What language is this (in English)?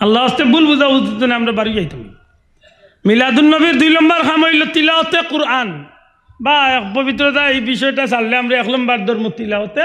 Sylheti